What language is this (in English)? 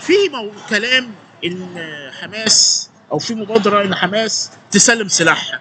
Egyptian Arabic